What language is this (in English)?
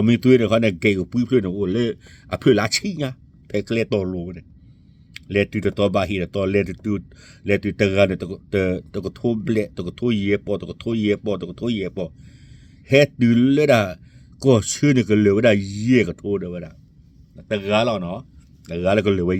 S'gaw Karen